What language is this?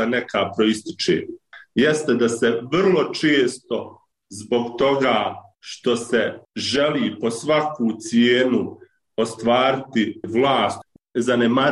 Bosnian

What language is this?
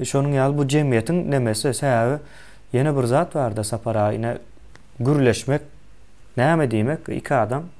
Turkmen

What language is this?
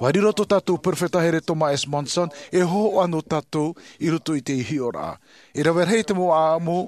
Tahitian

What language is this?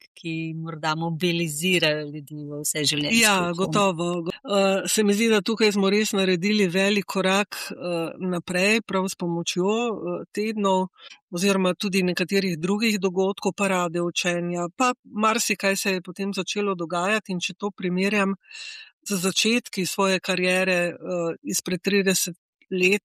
Slovenian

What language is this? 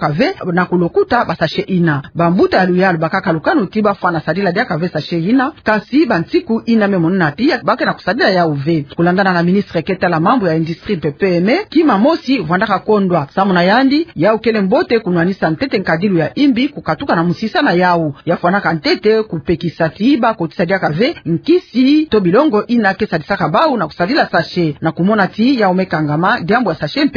Kituba (Democratic Republic of Congo)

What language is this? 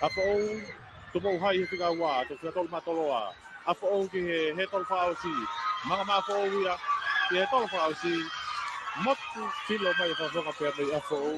Tongan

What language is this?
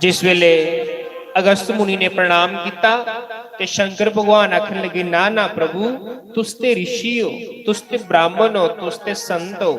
Dogri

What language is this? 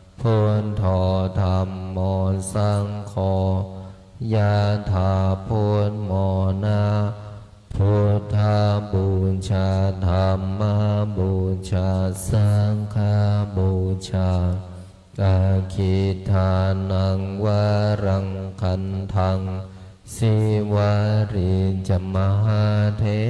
Pali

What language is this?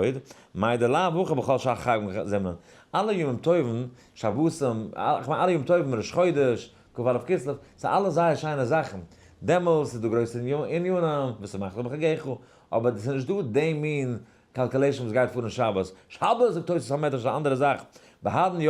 Yiddish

